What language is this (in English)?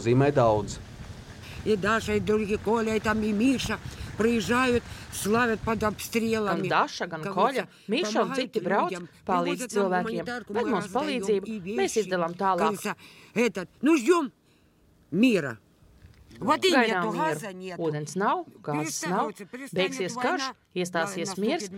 Latvian